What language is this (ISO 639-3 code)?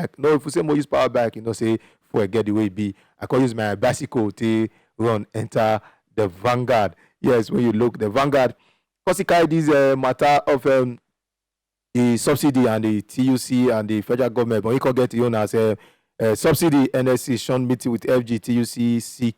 pcm